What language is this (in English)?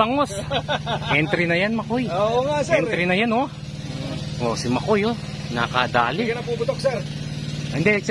Filipino